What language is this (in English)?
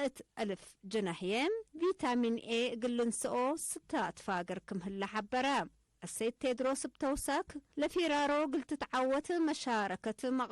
Tigre